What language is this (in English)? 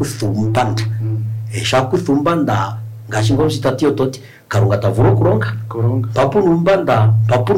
Kuanyama